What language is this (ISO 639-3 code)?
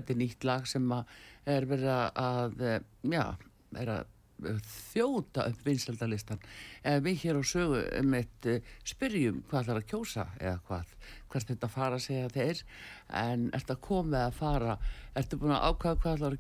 isl